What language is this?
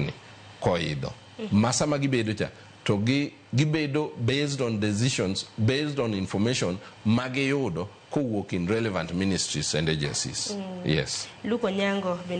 Luo (Kenya and Tanzania)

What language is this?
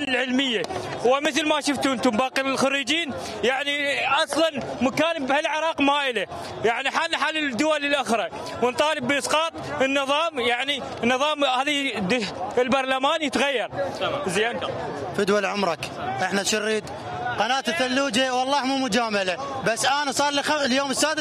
Mesopotamian Arabic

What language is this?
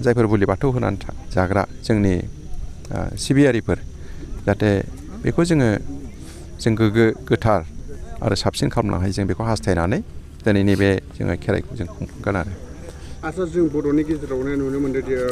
Bodo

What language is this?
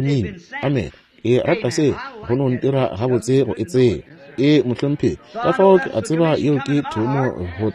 Northern Sotho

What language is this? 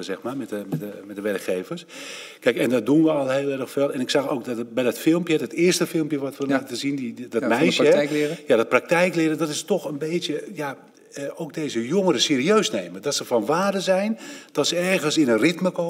Dutch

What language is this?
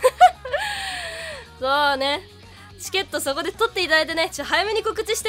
Japanese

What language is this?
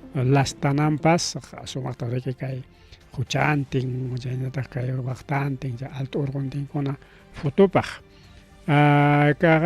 Ayacucho Quechua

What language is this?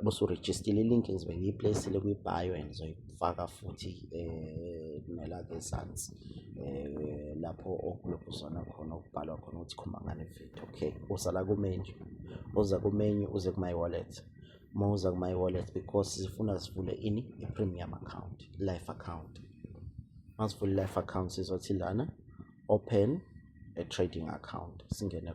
Zulu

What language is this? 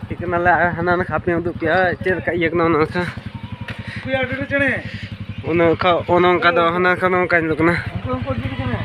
Santali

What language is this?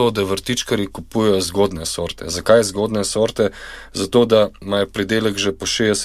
Slovenian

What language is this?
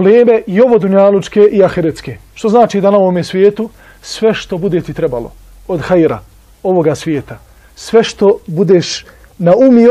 Bosnian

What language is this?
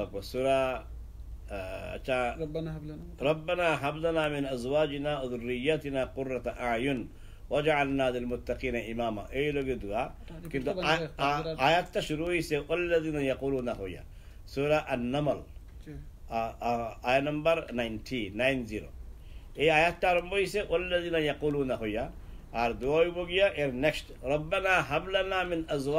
Sylheti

